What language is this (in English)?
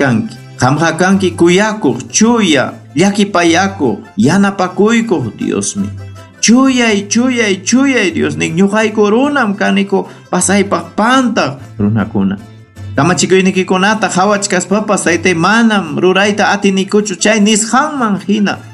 Ayacucho Quechua